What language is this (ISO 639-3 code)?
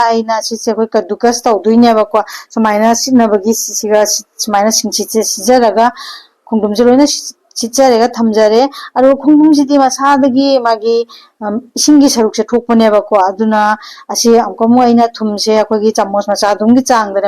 mni